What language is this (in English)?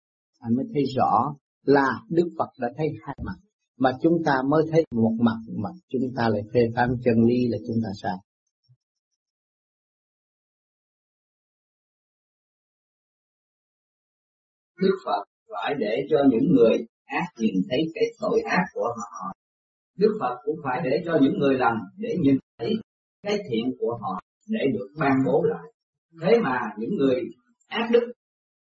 Vietnamese